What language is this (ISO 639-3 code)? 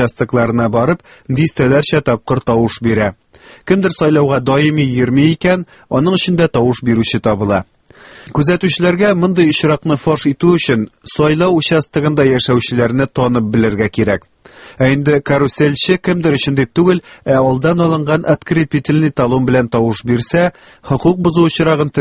tat